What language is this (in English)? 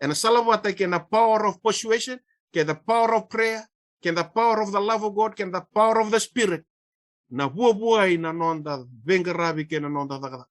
Fijian